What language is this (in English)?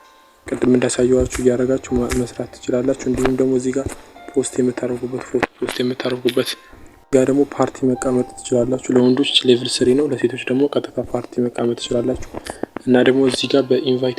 Amharic